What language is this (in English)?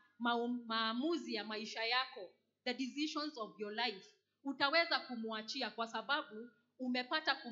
Swahili